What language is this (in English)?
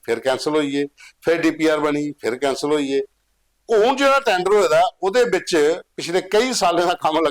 Dogri